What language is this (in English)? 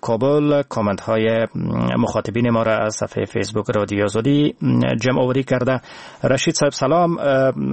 Persian